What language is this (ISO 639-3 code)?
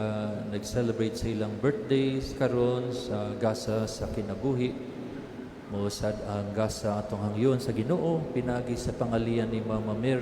ceb